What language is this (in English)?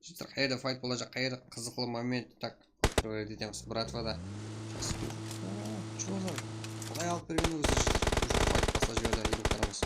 Kara-Kalpak